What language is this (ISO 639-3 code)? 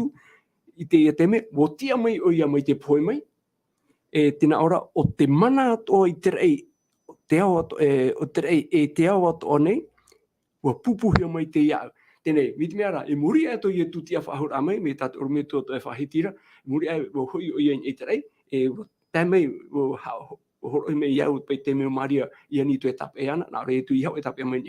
tah